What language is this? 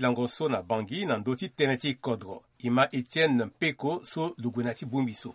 Sango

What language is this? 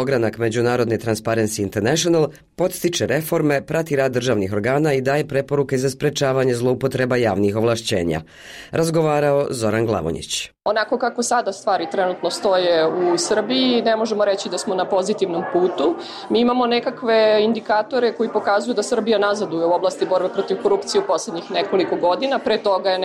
Serbian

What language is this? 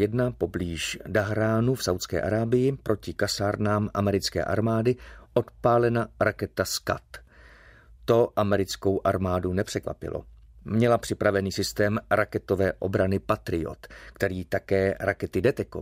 Czech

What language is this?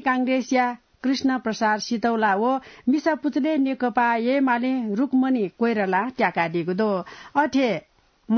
Newari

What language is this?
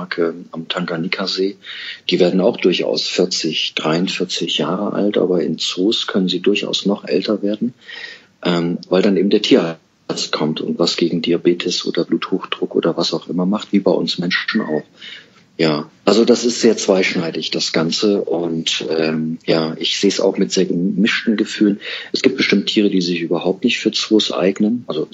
German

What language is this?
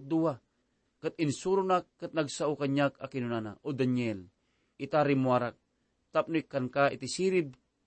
Iloko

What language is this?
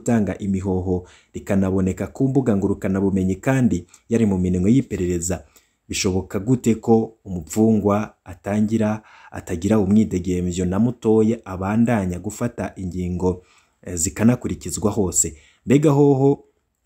Rundi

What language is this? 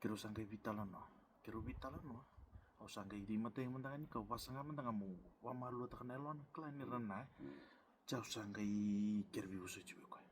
Fijian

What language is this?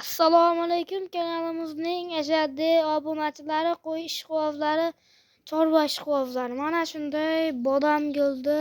Uzbek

